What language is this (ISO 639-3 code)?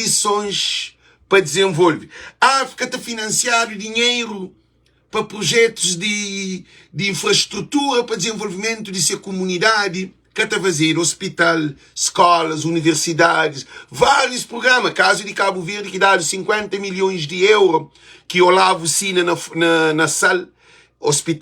kea